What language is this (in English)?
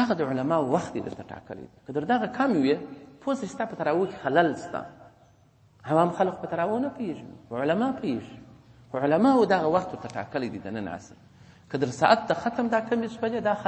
Pashto